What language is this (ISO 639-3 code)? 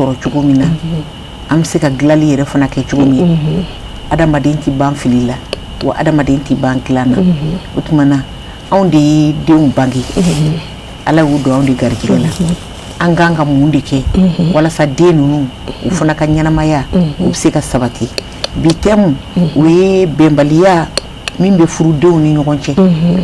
bam